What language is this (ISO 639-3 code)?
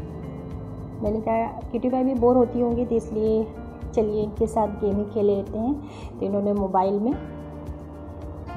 hin